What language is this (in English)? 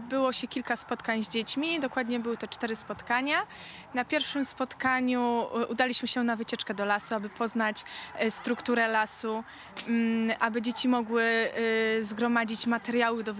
Polish